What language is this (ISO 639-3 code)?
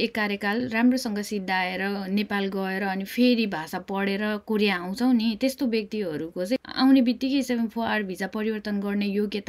nep